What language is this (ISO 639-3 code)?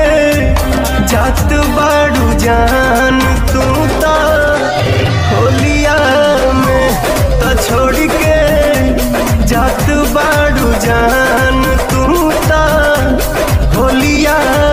bho